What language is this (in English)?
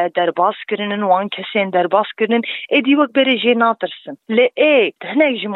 Kurdish